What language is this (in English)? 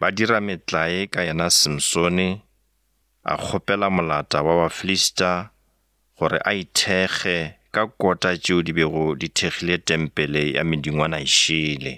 Northern Sotho